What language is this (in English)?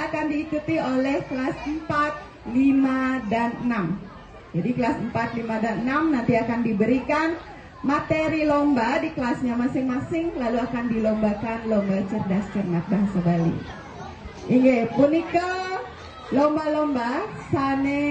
Balinese